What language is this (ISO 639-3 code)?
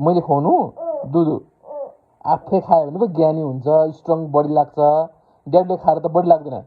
nep